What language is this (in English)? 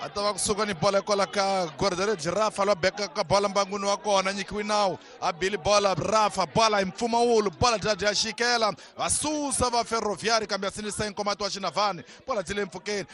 Tsonga